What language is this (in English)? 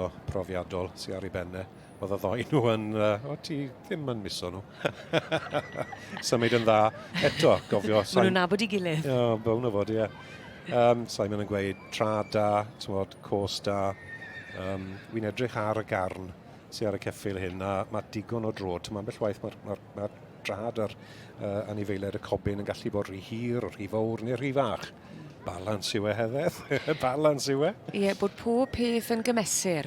Welsh